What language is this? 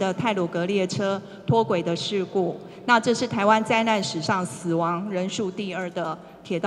Chinese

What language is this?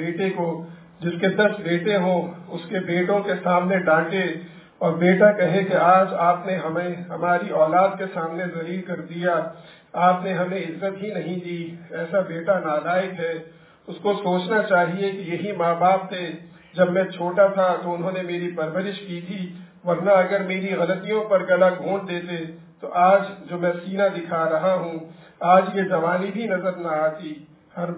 Urdu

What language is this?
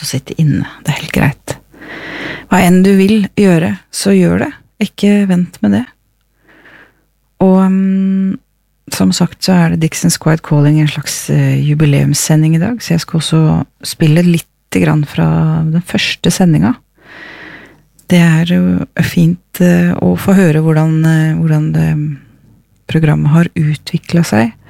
Norwegian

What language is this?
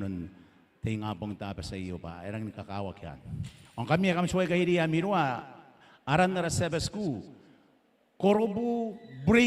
Gilbertese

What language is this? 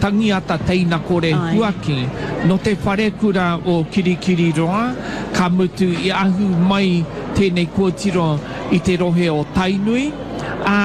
Māori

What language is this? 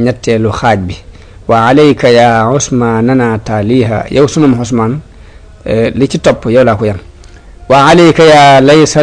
Wolof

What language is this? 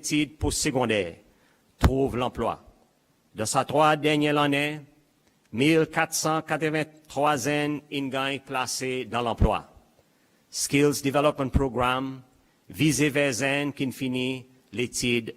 Seselwa Creole French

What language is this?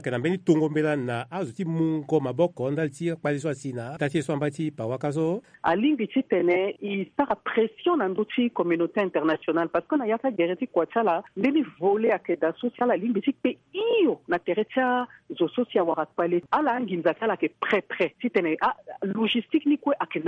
Sango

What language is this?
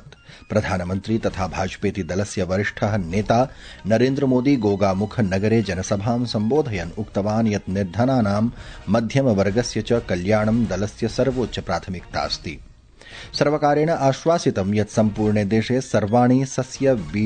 Sanskrit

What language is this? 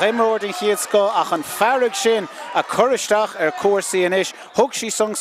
Irish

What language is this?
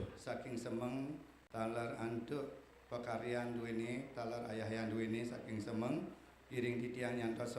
Balinese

